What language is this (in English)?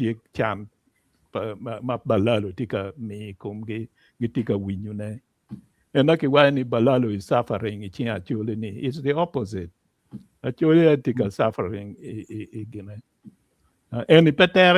Acoli